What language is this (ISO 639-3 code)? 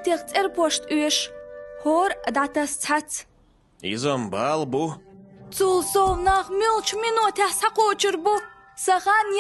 che